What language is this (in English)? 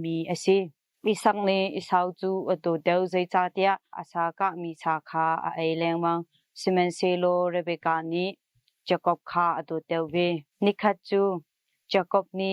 Hakha Chin